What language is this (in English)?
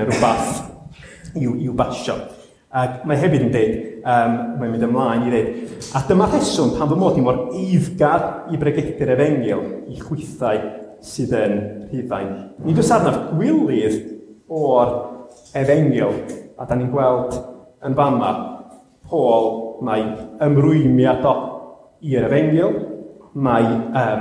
Welsh